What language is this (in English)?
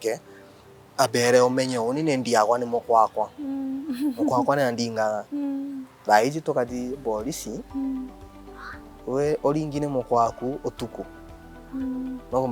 Meru